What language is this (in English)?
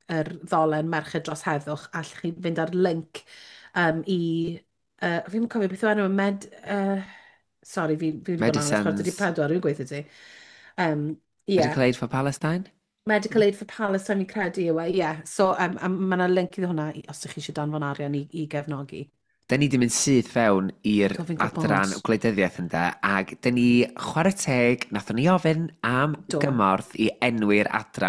Welsh